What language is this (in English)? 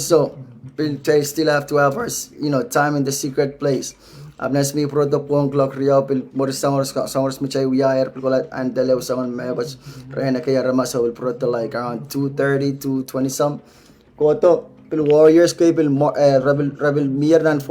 Pohnpeian